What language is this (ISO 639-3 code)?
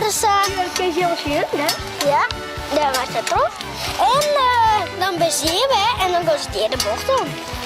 fry